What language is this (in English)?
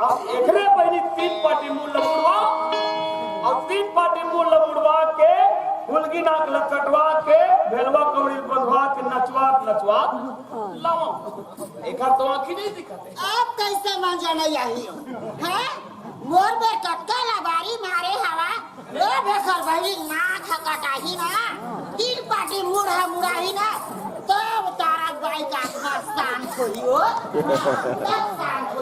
Chhattisgarhi